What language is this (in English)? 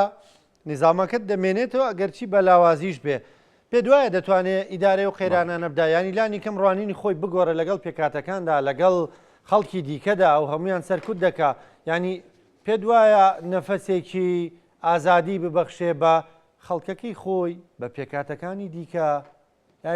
Central Kurdish